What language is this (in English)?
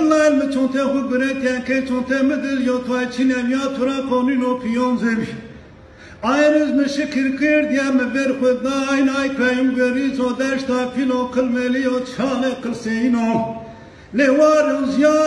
Zaza